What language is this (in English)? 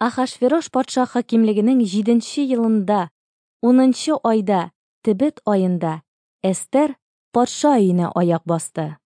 Tatar